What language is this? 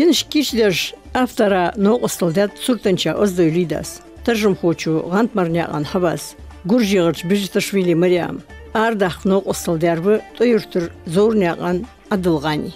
Ingush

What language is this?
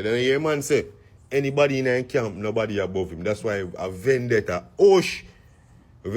Jamaican Creole English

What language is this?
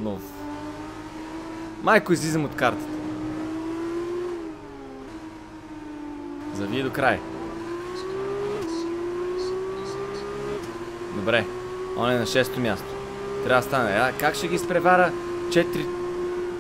Bulgarian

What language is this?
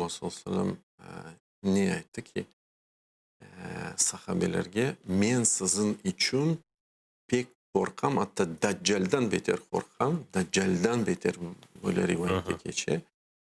Crimean Tatar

